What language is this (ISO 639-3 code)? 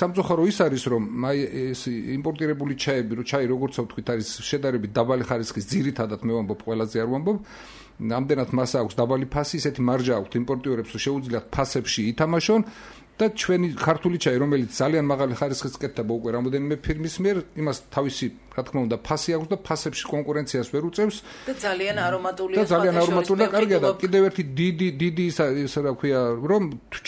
kat